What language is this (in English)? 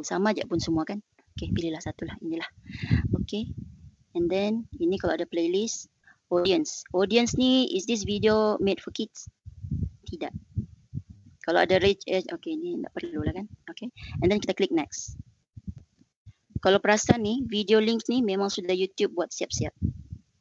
Malay